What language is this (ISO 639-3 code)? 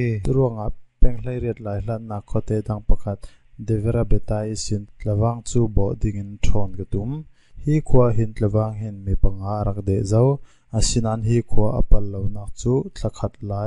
cfm